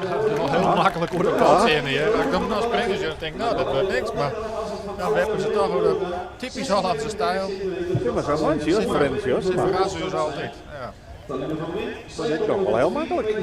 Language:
Western Frisian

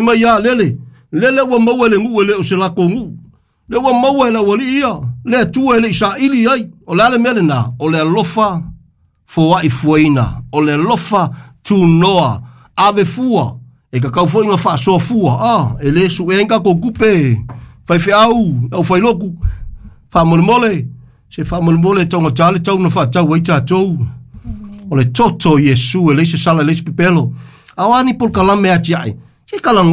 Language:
Samoan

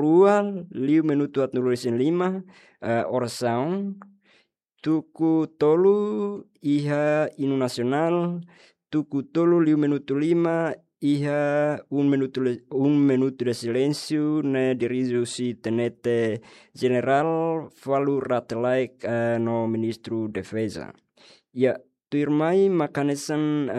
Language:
Tetum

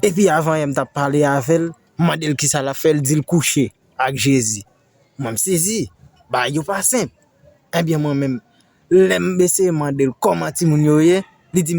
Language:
Haitian Creole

